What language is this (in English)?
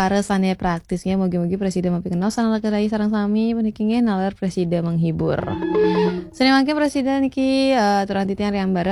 Balinese